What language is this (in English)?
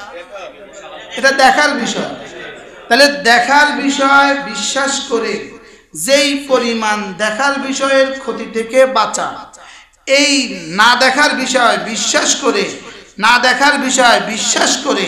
Bangla